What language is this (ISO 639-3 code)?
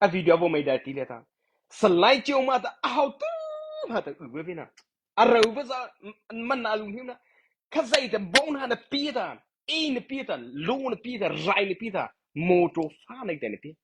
mrh